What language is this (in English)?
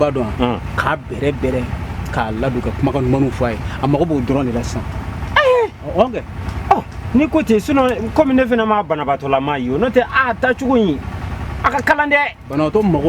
Bambara